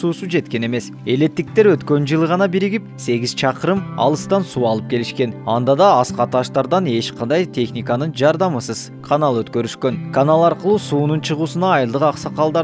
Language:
Kyrgyz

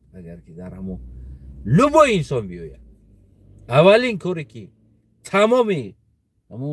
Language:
Tajik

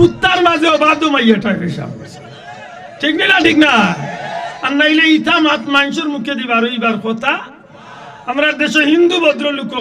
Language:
Sylheti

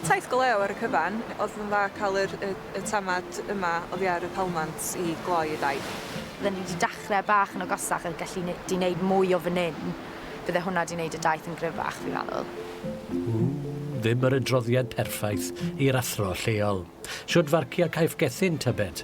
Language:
Welsh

